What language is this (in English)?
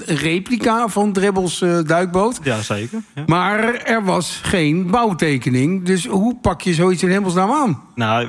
Dutch